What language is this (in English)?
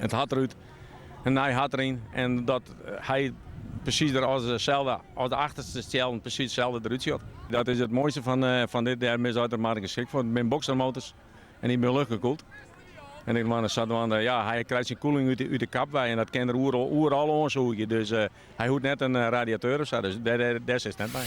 Western Frisian